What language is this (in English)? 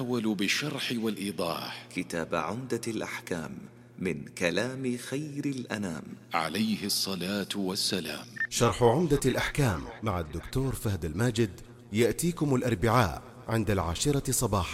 Arabic